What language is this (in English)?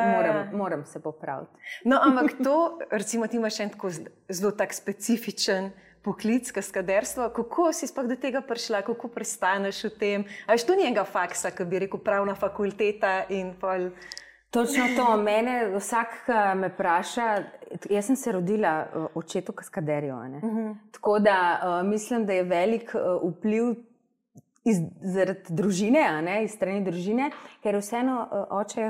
Slovenian